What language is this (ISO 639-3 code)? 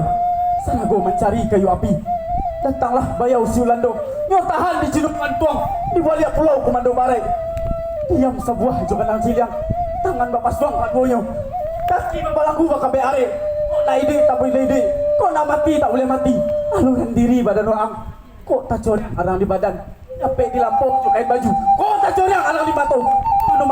min